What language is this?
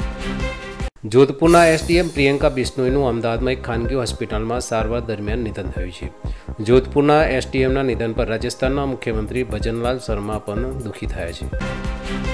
Gujarati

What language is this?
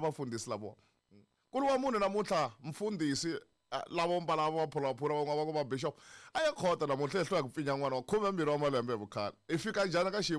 Tsonga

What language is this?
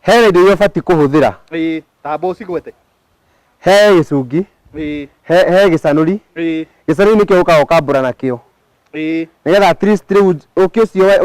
Kikuyu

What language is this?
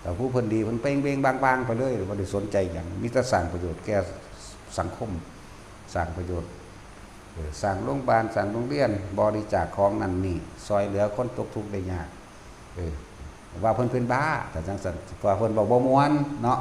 Northeastern Thai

